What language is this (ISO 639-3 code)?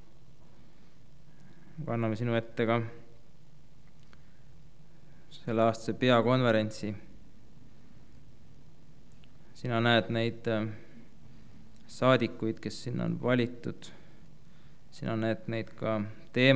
est